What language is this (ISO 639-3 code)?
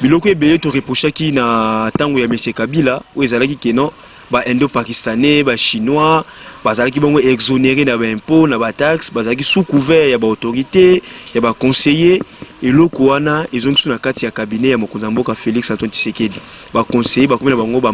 lin